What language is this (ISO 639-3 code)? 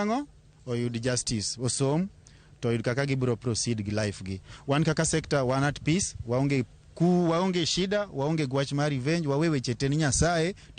luo